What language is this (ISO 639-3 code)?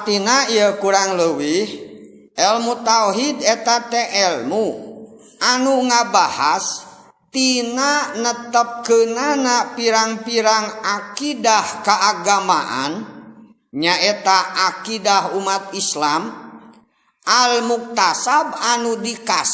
sun